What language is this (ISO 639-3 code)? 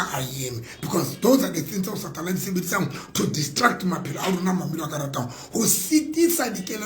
sot